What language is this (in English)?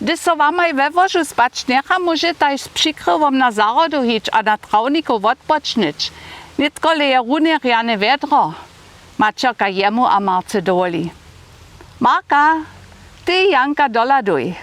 Upper Sorbian